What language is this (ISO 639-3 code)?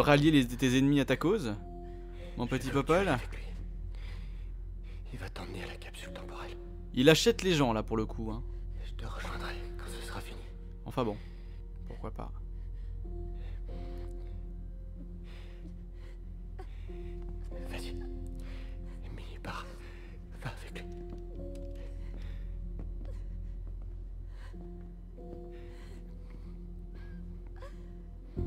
fra